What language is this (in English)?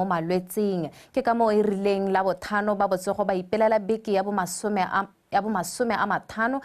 Tswana